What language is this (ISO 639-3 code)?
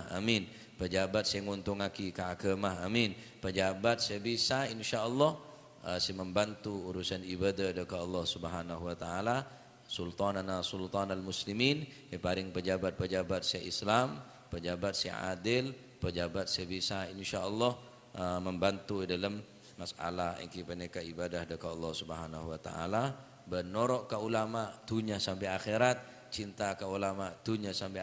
mad